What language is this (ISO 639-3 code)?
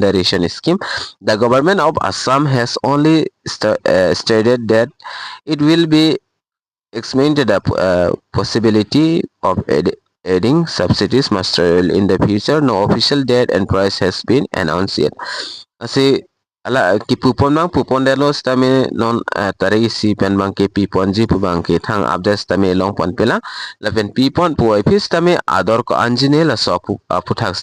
mjw